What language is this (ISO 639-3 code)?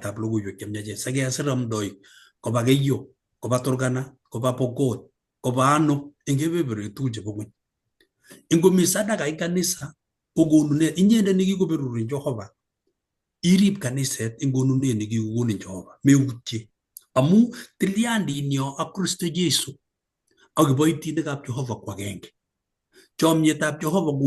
kln